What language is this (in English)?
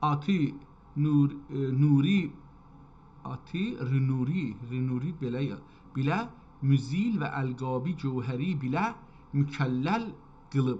South Azerbaijani